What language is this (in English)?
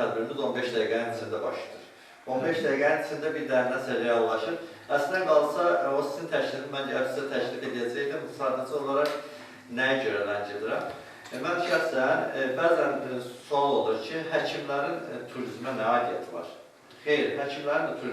Azerbaijani